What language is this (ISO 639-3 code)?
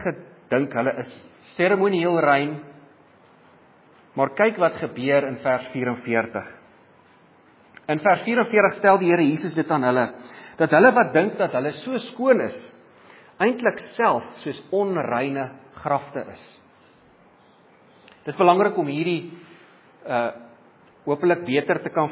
afr